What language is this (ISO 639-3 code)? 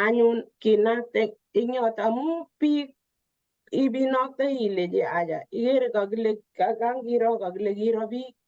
kln